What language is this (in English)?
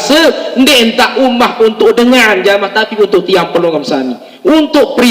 Sasak